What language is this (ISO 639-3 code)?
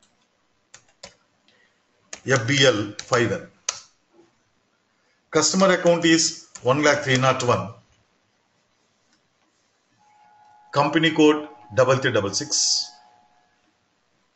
eng